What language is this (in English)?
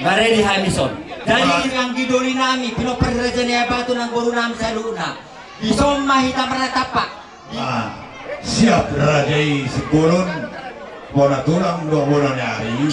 Batak Toba